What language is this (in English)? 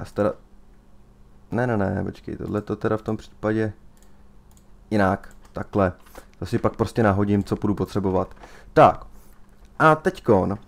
Czech